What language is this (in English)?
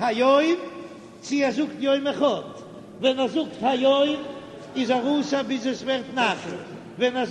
Yiddish